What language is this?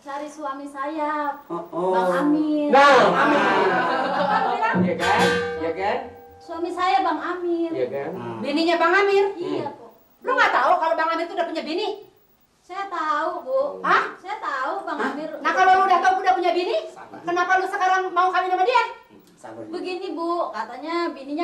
Betawi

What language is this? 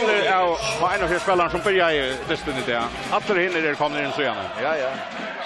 Faroese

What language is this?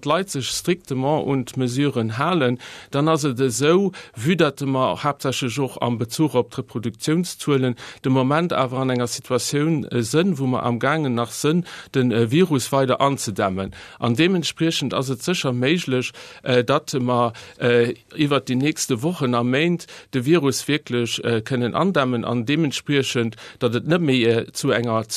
Luxembourgish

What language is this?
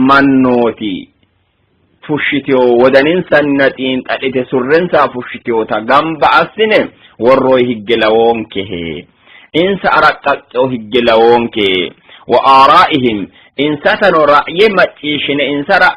Sidamo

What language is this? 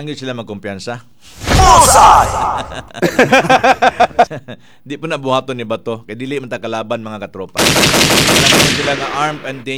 Cebuano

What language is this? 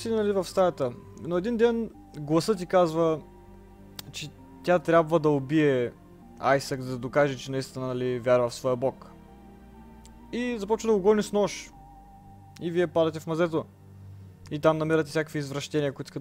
Bulgarian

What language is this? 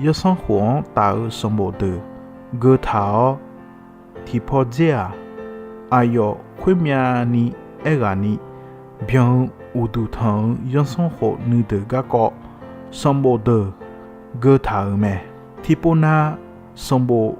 Akha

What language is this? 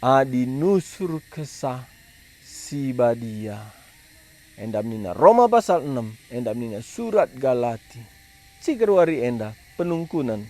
Batak Karo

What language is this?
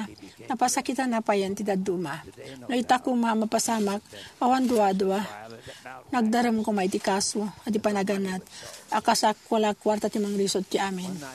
Iloko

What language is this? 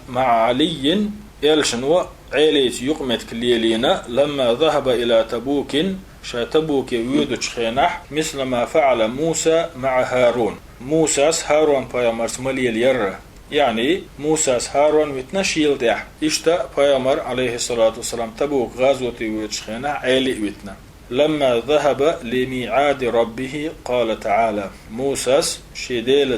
Chechen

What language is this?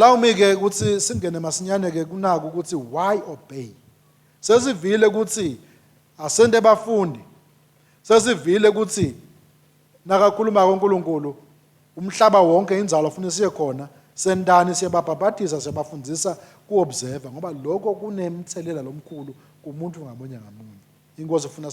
Swati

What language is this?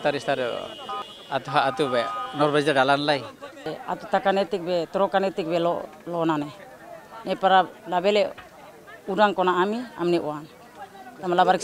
Tetum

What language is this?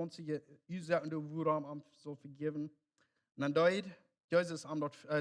Plautdietsch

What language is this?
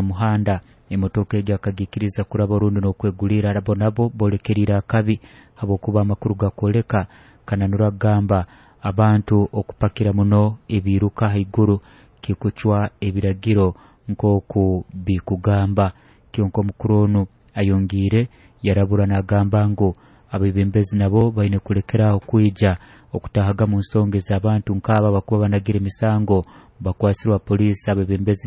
Nyoro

